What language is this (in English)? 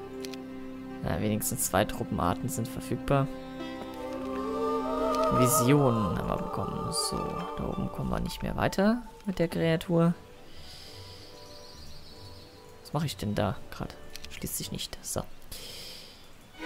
German